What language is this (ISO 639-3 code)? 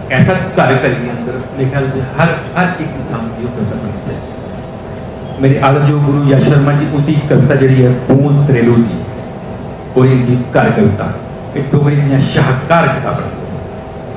doi